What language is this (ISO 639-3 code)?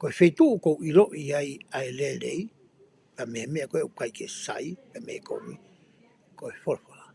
ton